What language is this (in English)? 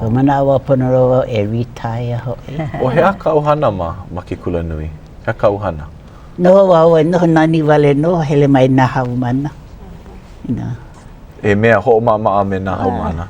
Hawaiian